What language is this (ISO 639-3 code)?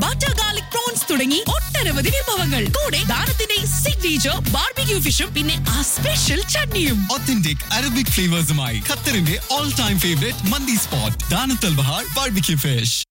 mal